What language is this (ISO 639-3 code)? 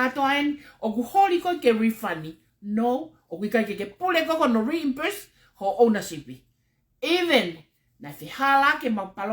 ton